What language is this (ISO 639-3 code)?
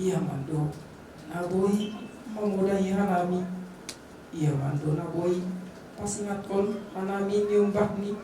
bts